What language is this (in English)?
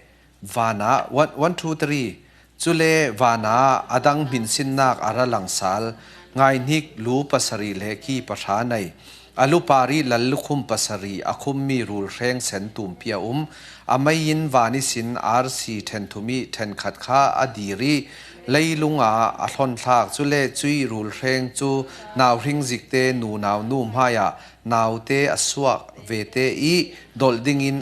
Falam Chin